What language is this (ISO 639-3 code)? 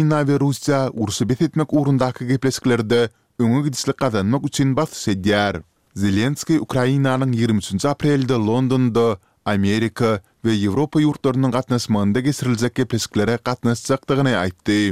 tuk